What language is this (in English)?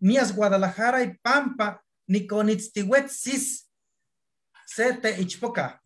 Eastern Huasteca Nahuatl